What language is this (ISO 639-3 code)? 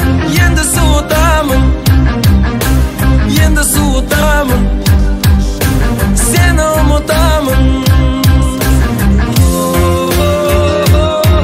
kaz